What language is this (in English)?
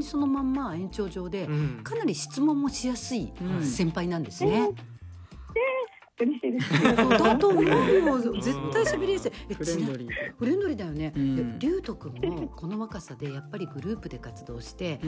Japanese